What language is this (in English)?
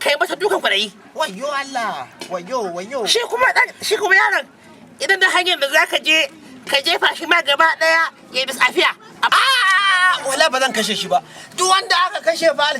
Hausa